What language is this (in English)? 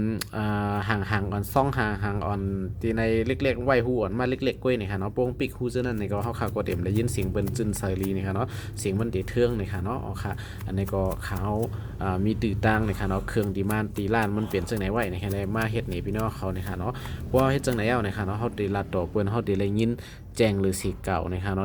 Shan